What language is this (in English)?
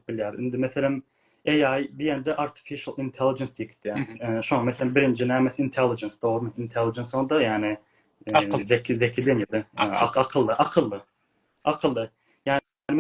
Turkmen